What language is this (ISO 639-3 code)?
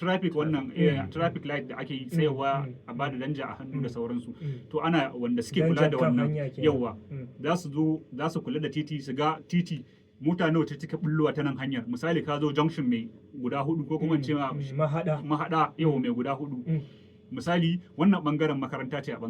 hau